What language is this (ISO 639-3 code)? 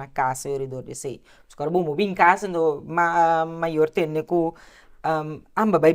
pap